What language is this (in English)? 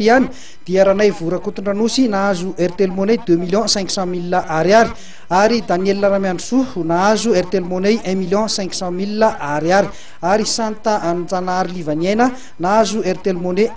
Malagasy